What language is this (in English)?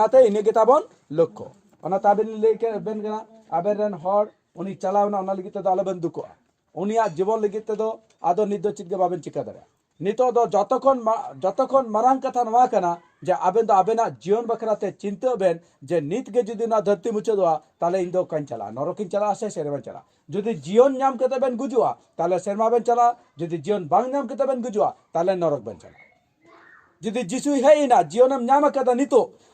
Santali